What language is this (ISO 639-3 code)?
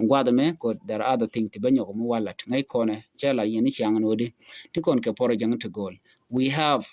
nus